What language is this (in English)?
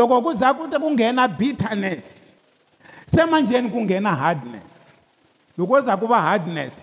Tsonga